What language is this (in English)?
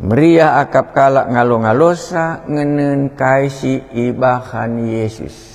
Batak Karo